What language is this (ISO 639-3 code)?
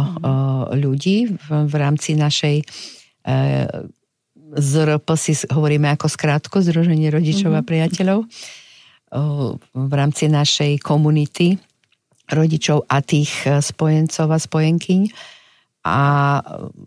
slk